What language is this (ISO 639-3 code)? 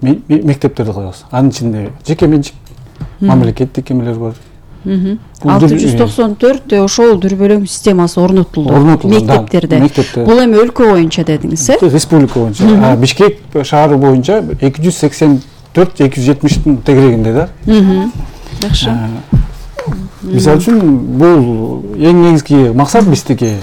kir